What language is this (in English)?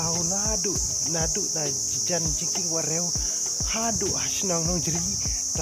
Khasi